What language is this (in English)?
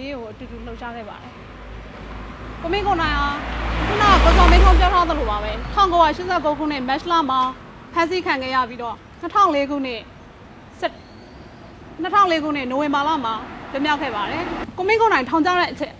Burmese